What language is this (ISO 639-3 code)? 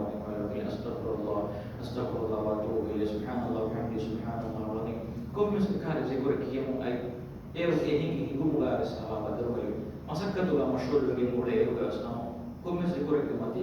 div